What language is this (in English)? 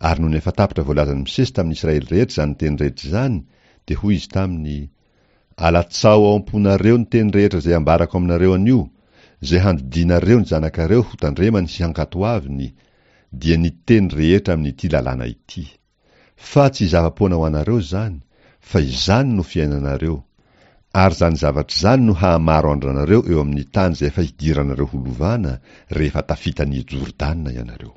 Malagasy